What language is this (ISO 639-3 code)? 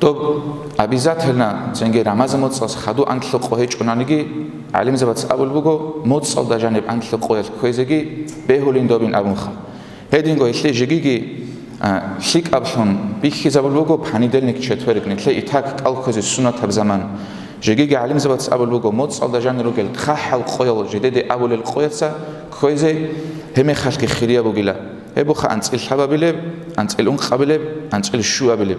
ava